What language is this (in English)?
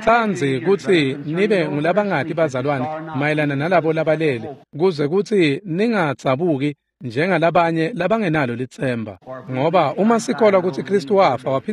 Swati